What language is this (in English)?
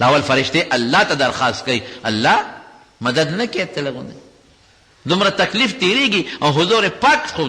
Pashto